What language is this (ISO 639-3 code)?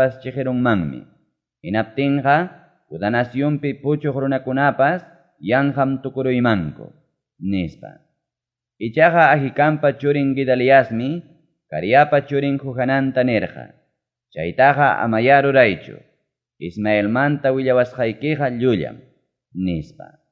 quy